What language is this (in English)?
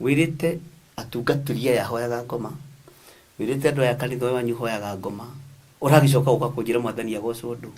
Kikuyu